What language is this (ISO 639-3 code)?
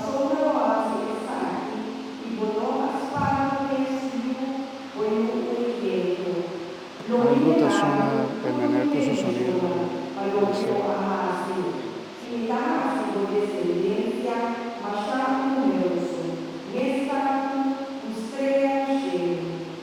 pap